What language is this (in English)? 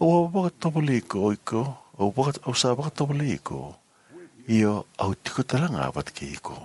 Fijian